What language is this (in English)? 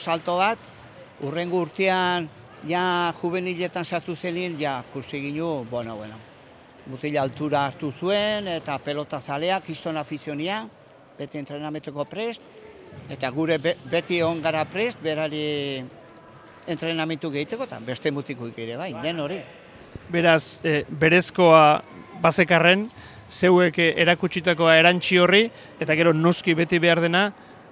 Basque